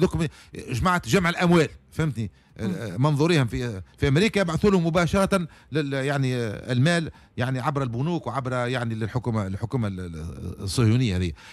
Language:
Tunisian Arabic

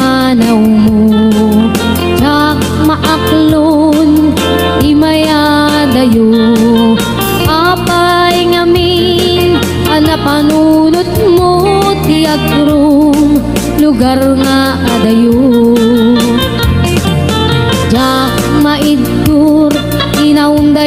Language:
Iloko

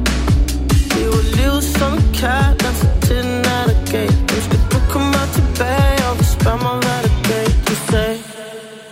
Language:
Danish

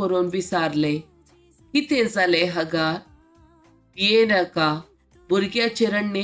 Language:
Konkani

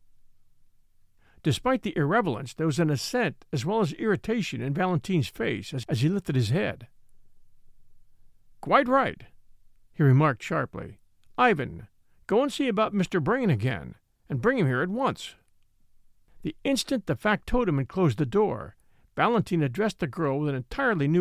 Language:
English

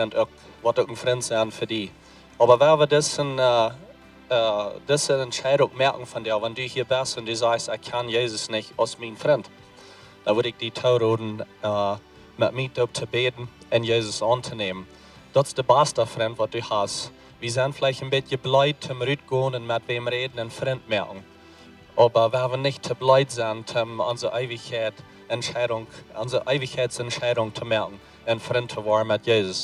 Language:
Plautdietsch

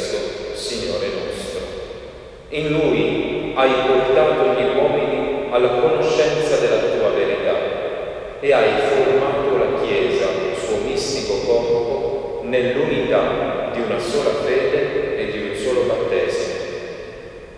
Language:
Italian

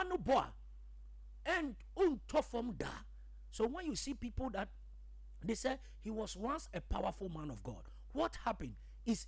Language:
Akan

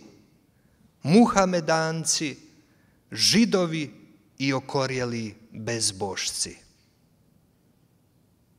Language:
Croatian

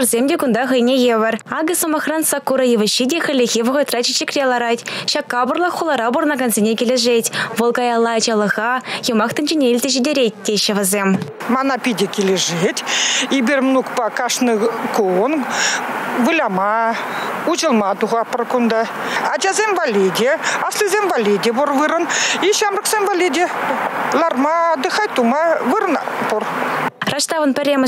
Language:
Chuvash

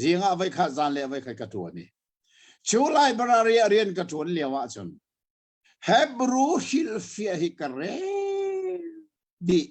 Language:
Hakha Chin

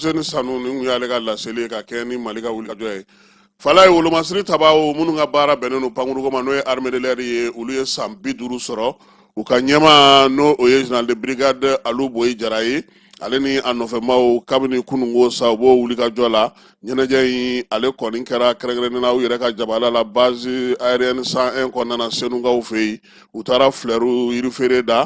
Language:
Bambara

